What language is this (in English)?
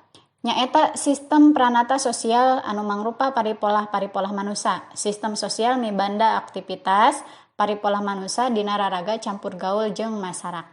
Sundanese